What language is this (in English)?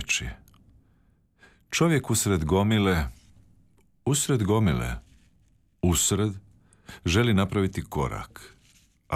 Croatian